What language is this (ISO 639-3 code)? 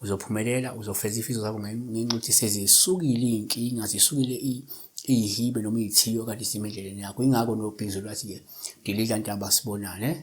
zul